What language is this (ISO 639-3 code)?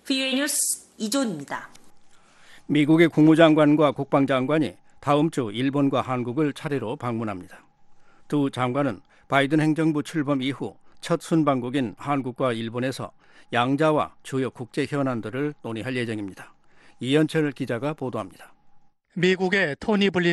kor